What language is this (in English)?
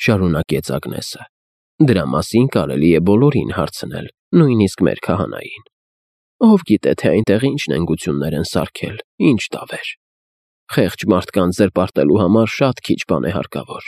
Armenian